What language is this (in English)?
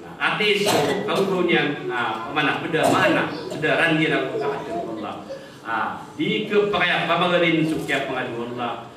Maranao